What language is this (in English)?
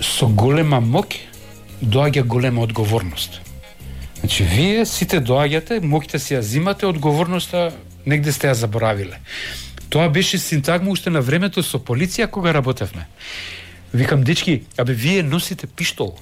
Macedonian